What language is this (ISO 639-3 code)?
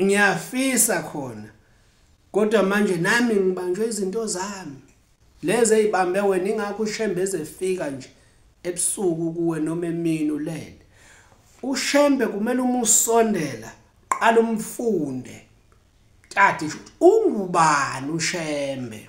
zul